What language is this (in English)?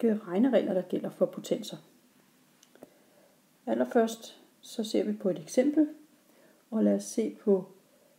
Danish